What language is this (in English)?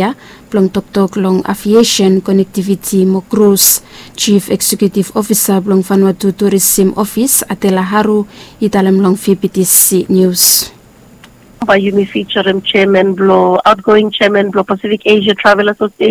Bislama